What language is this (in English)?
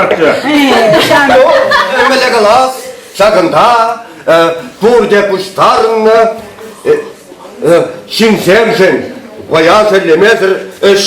Chuvash